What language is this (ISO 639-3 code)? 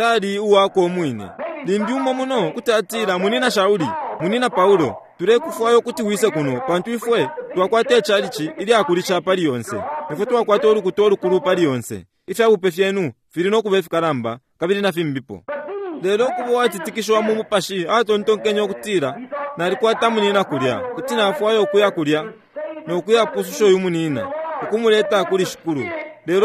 bem